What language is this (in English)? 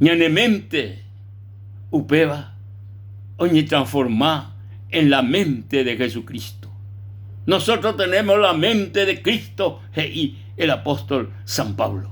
Guarani